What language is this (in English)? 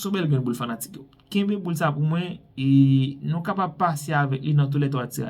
Haitian Creole